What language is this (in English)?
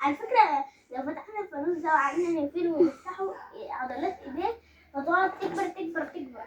Egyptian Arabic